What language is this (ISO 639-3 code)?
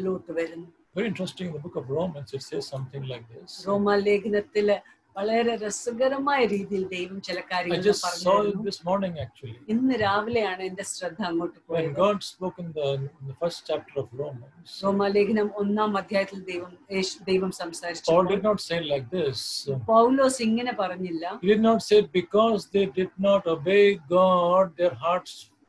mal